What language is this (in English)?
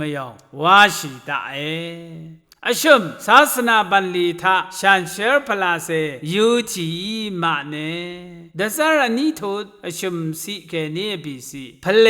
Rawang